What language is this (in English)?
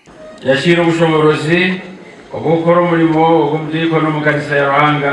Nyankole